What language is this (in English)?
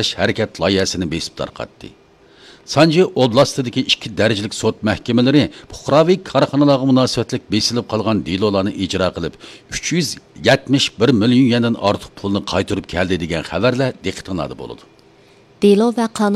Uyghur